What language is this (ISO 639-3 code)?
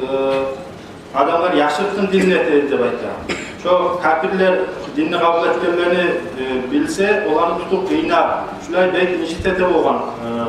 kum